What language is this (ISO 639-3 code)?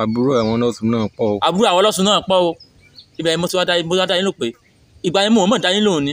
yor